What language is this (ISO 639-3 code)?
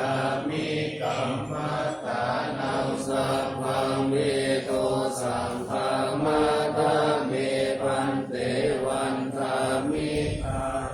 pli